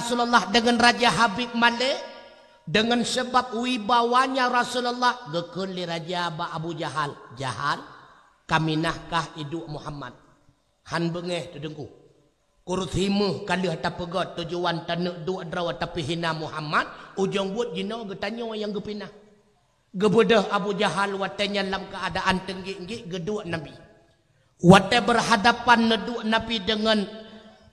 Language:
Achinese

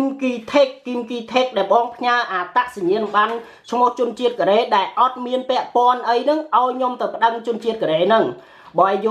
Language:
Khmer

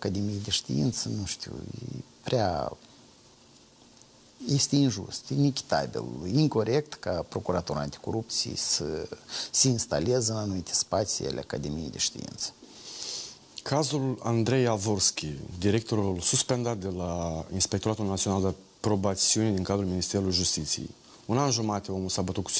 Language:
Romanian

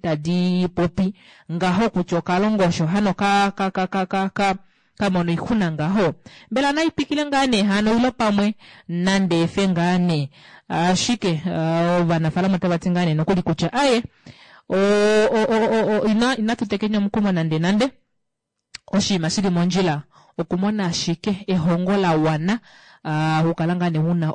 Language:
Kuanyama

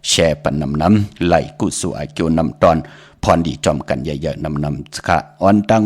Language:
Shan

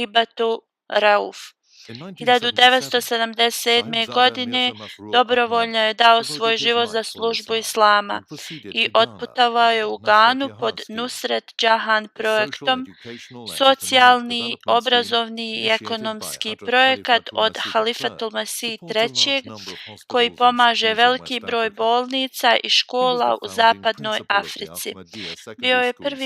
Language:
Bosnian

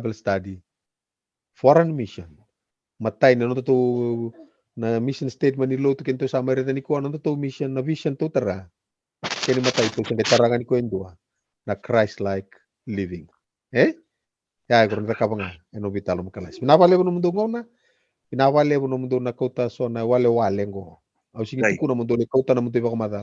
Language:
Fijian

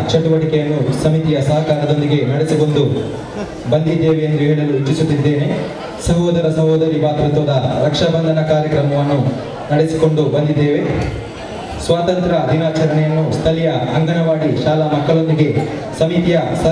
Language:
Kannada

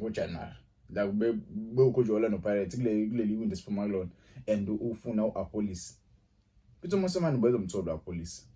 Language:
Zulu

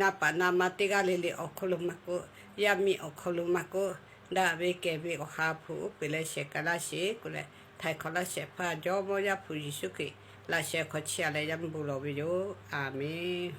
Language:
Lahu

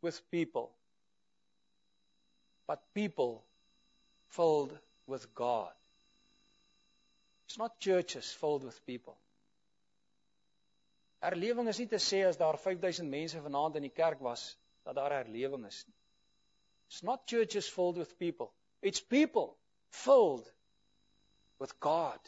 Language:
Afrikaans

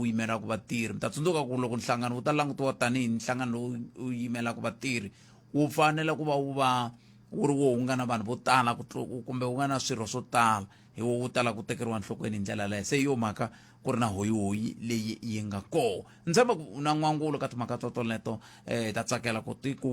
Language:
Tsonga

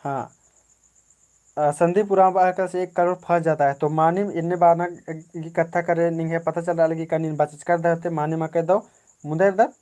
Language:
Kurukh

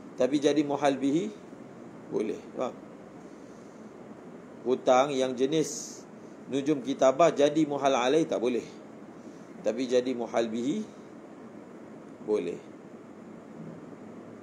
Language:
Malay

